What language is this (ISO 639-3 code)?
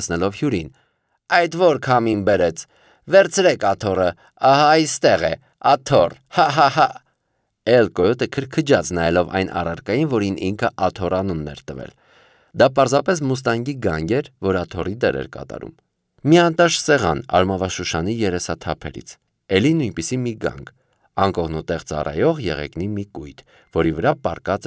hye